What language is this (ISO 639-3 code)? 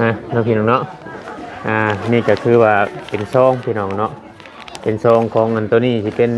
tts